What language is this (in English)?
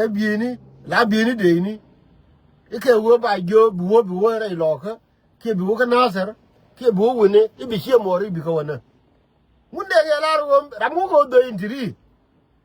Nuer